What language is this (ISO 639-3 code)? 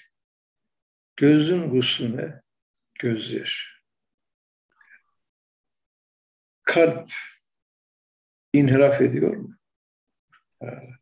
tur